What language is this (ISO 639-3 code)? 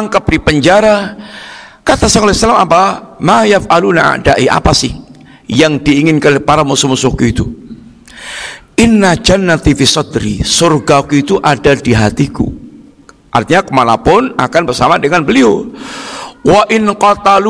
ind